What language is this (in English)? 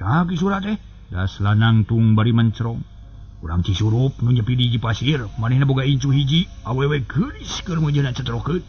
Sundanese